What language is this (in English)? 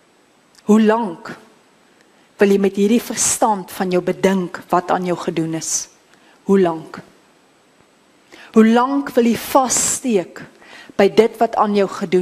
Afrikaans